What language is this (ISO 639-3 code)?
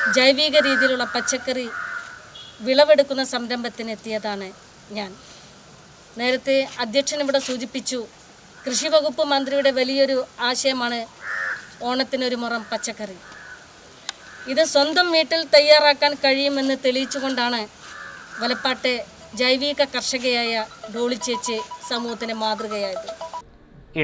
mal